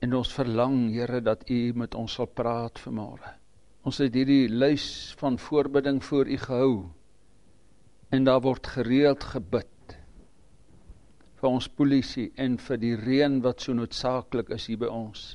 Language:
Afrikaans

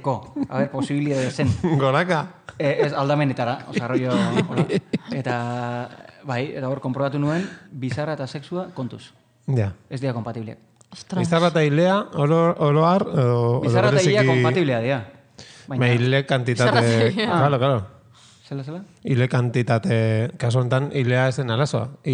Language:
Basque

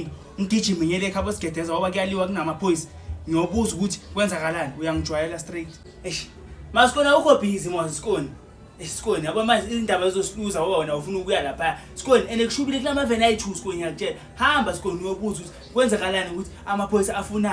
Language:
Zulu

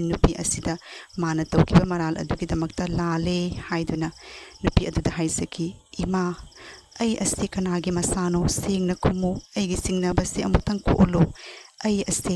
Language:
Manipuri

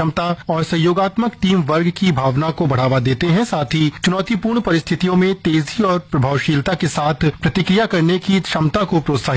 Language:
Hindi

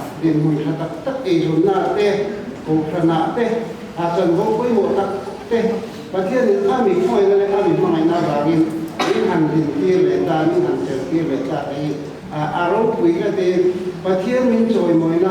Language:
Mizo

